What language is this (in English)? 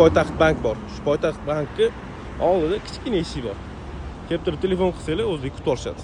Uzbek